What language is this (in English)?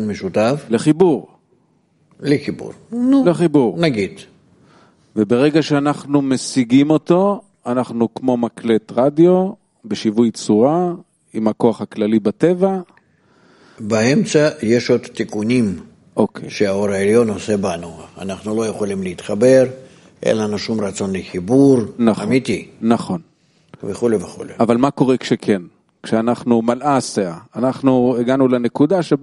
Hebrew